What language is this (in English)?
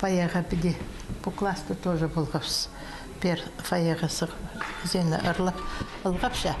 Khakas